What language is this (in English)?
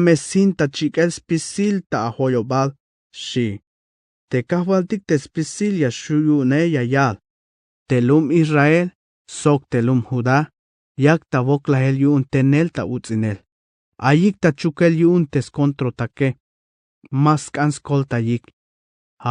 Tzeltal